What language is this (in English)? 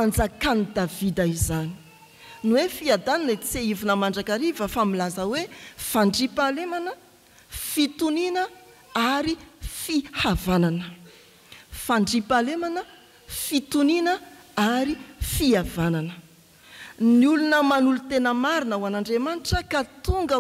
Malagasy